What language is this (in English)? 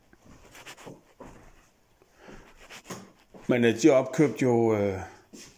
Danish